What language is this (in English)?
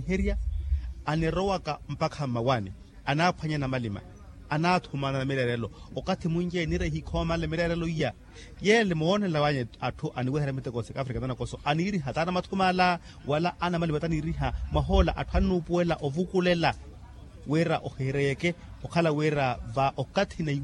Makhuwa